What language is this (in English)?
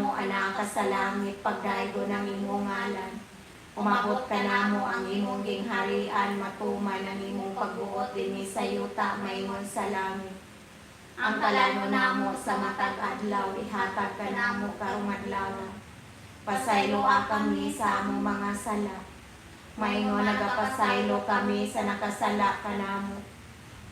Cebuano